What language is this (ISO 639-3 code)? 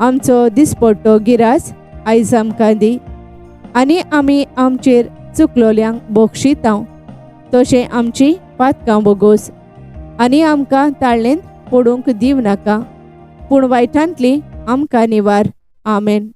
kok